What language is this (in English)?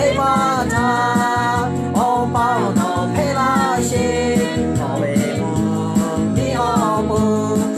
Lahu